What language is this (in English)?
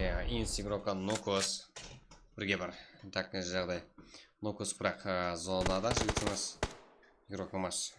Kara-Kalpak